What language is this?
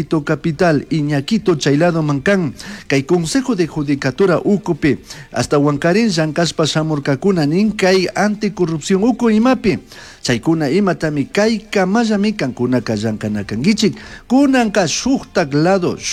Chimborazo Highland Quichua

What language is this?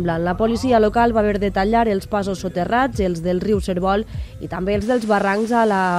Catalan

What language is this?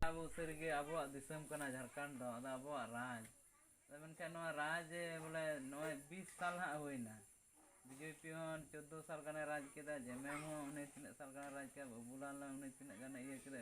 Santali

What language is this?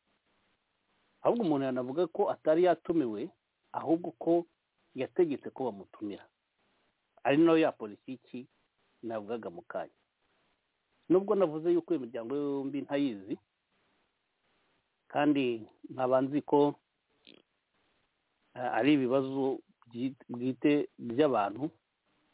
Kinyarwanda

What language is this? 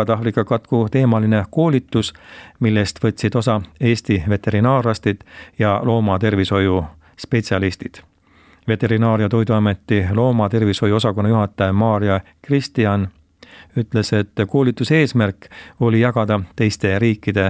Estonian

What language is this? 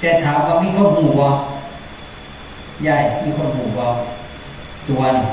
Northeastern Thai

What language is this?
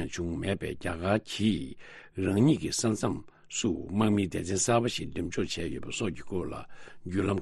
Tibetan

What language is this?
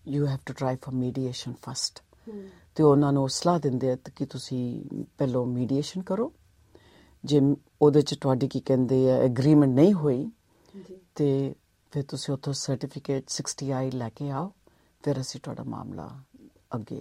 Punjabi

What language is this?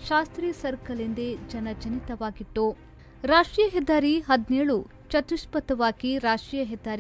Kannada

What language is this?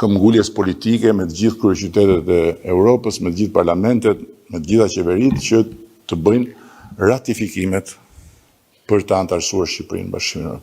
Albanian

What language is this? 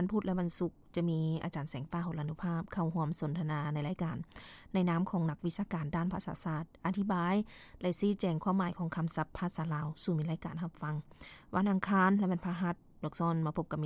Lao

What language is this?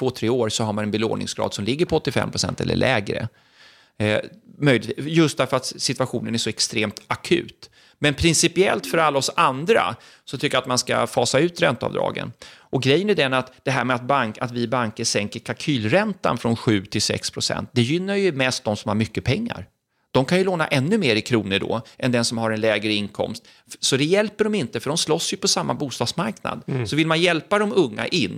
Swedish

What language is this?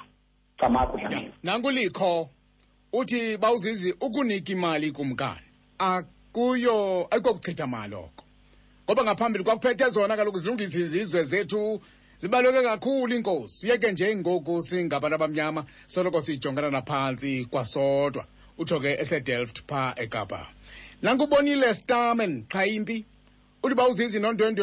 Xhosa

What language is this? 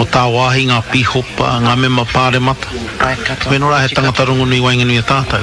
Māori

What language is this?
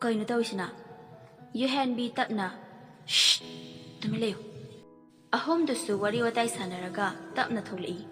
Manipuri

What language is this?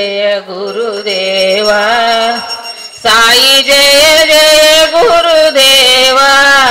Telugu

